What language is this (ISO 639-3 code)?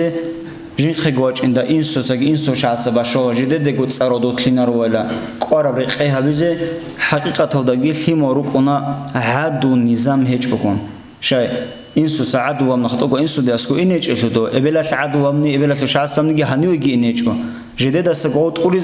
ava